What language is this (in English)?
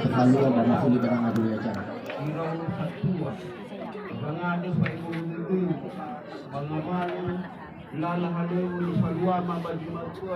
Nias